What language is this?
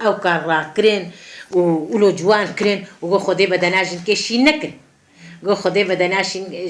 Kurdish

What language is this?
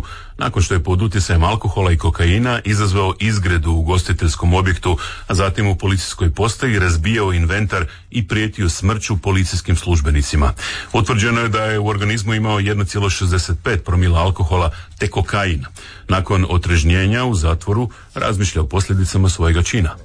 Croatian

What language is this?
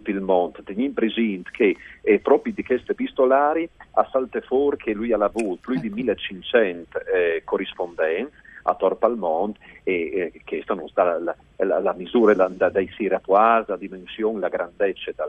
Friulian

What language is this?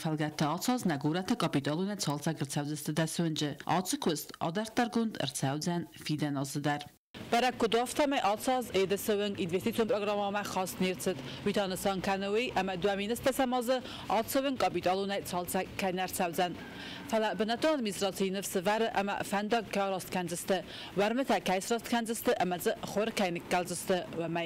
Ossetic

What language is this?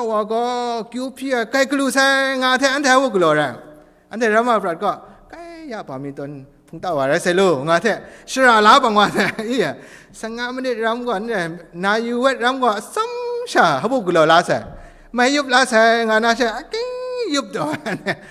Kachin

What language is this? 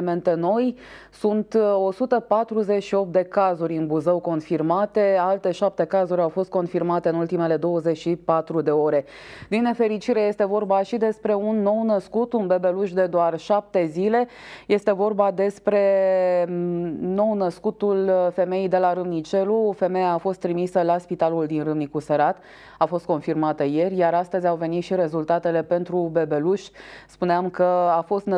Romanian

